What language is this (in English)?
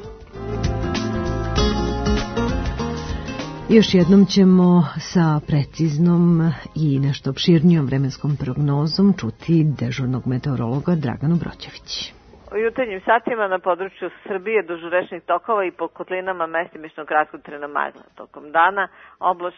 Serbian